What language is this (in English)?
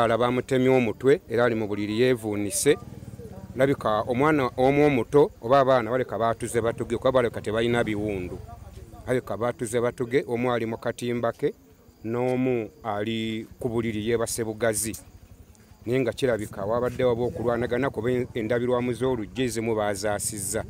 Ganda